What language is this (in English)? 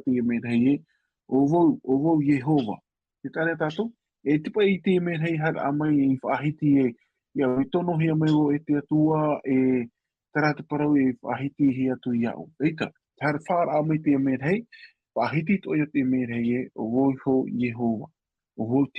Tahitian